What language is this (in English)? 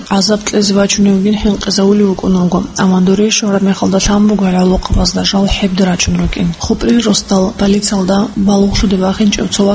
Avaric